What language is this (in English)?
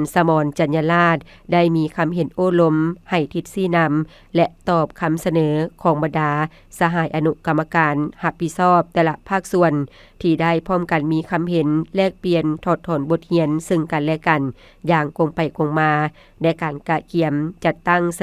Lao